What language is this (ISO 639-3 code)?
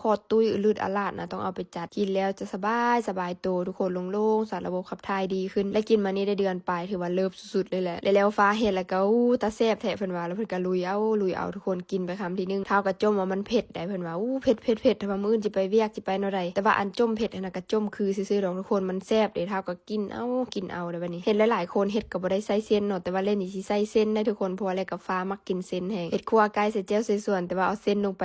lao